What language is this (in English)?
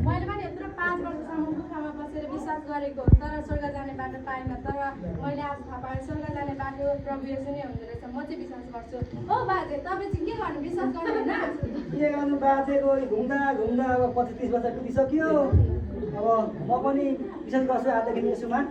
Nepali